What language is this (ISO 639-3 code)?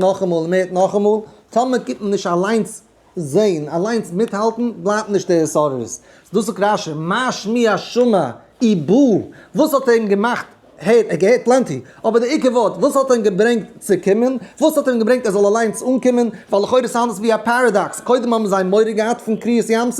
yid